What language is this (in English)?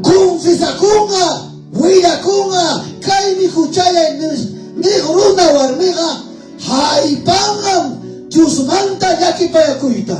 Ayacucho Quechua